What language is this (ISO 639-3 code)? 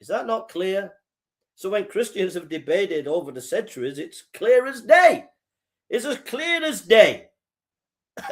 eng